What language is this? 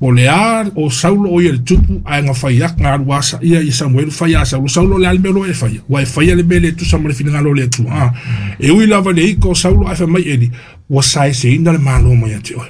Samoan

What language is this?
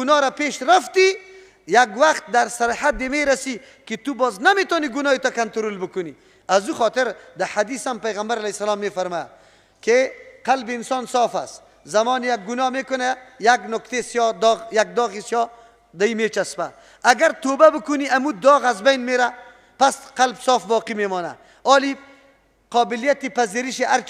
Persian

